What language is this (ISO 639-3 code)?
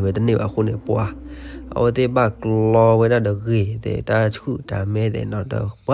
ksw